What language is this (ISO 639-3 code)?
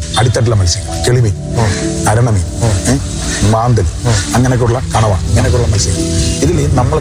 mal